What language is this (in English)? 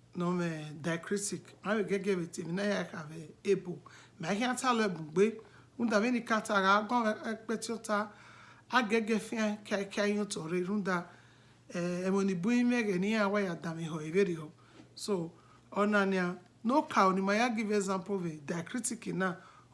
Bini